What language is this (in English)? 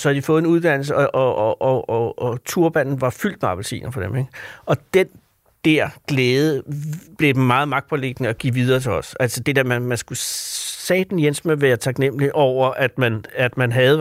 Danish